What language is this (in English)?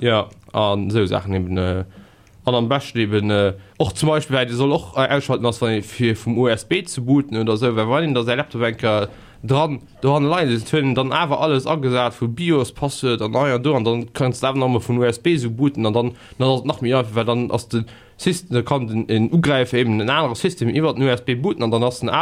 Luxembourgish